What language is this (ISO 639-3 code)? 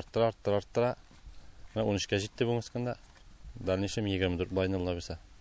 tat